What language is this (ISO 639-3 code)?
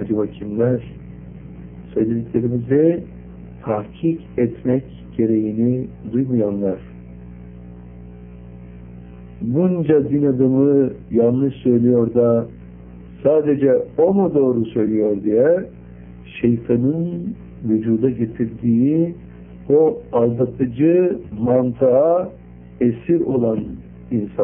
tur